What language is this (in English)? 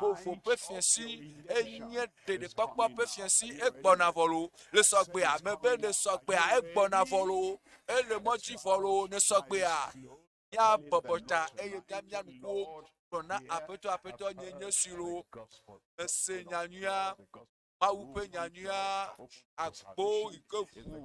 Ewe